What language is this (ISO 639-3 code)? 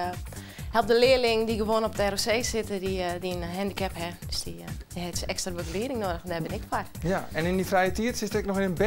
fry